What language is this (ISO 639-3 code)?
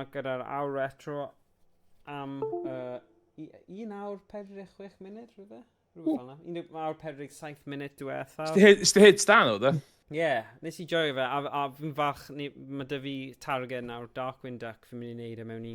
cym